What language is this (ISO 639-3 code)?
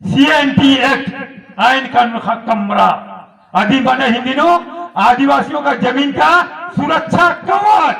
kru